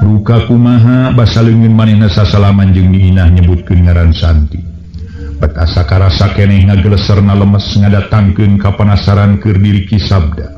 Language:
Sundanese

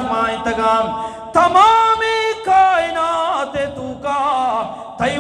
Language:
Eastern Balochi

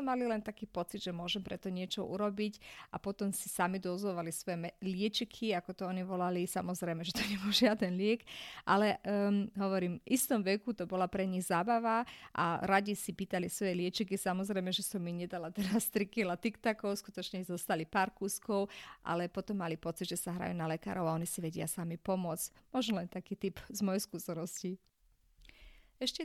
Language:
Slovak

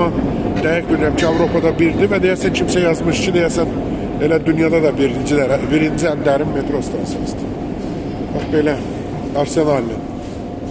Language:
Azerbaijani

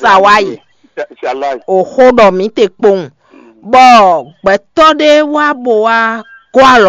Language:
Fon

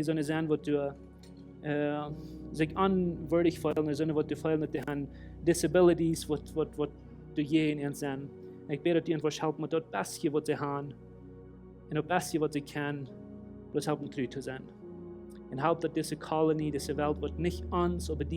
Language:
Plautdietsch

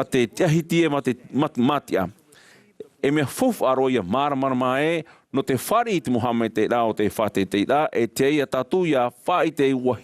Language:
Tahitian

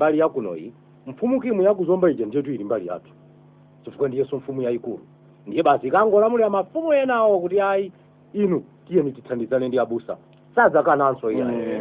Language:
Nyanja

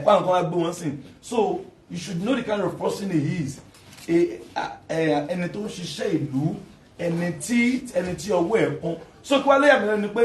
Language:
Yoruba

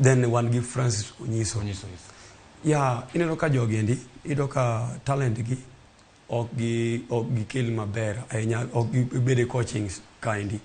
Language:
Luo (Kenya and Tanzania)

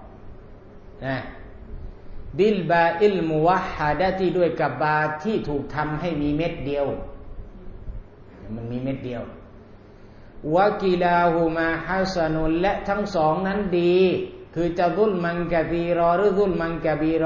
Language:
Thai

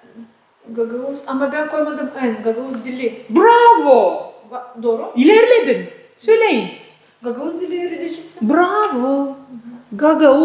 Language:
Gagauz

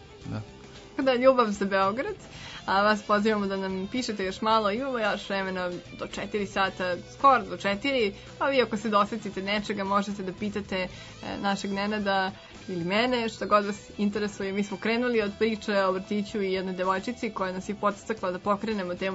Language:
Serbian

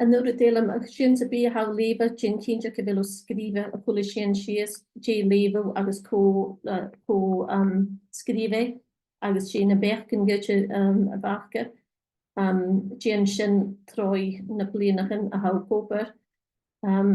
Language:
Scottish Gaelic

